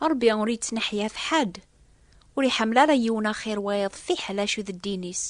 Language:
Kabyle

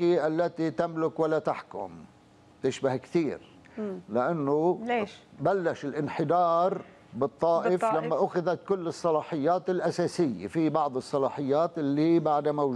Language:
North Levantine Arabic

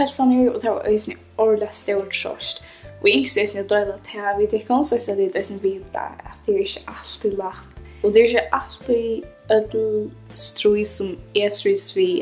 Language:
Faroese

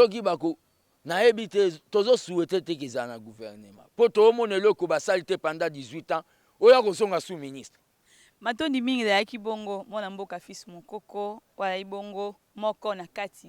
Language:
Lingala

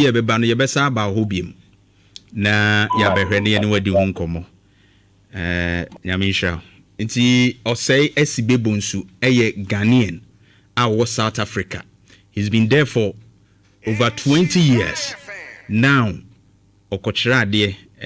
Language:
Akan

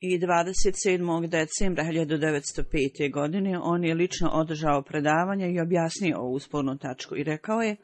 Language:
Bosnian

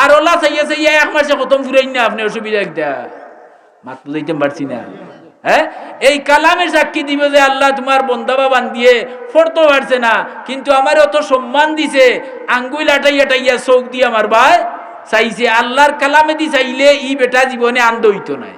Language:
Sylheti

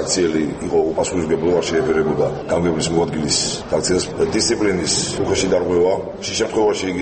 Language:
Georgian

